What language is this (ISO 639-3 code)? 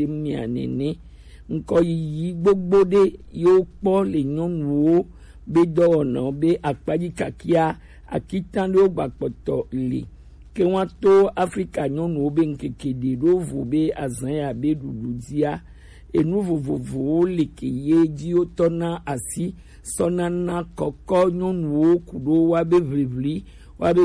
gej